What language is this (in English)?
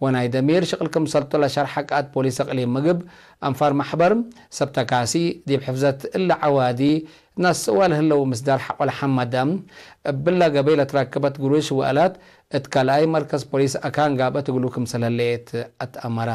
Tigre